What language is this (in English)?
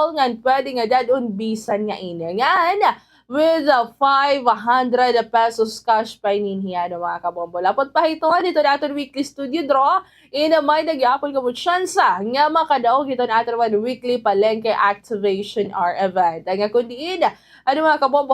Waray